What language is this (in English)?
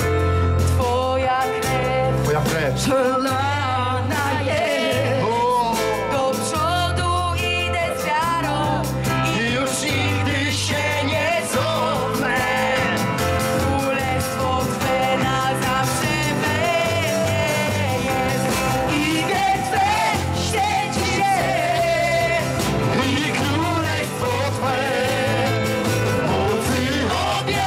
Polish